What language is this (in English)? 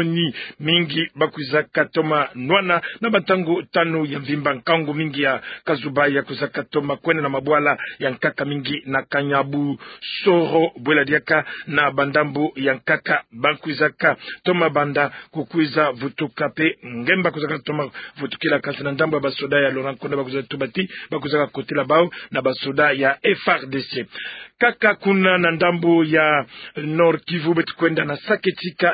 Kituba (Democratic Republic of Congo)